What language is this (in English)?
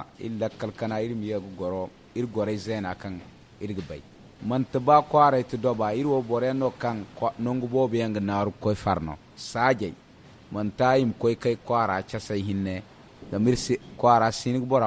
Zarma